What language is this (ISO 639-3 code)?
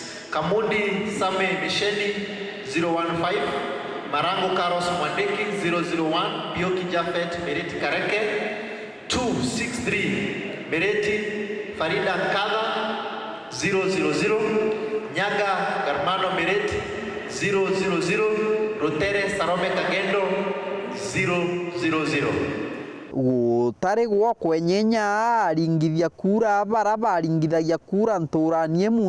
mer